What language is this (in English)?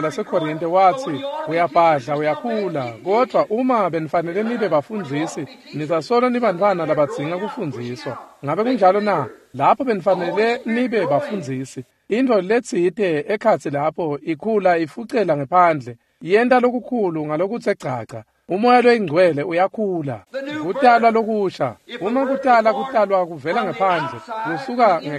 Swati